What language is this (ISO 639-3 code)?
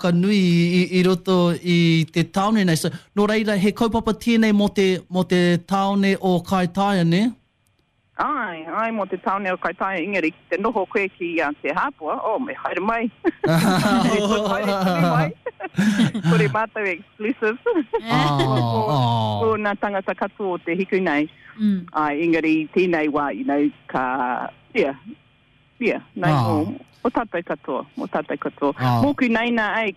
mri